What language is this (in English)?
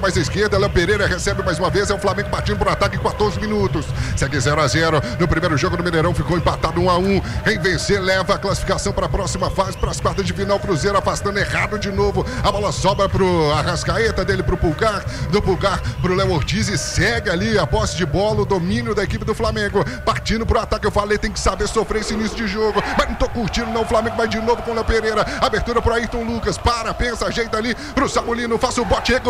Portuguese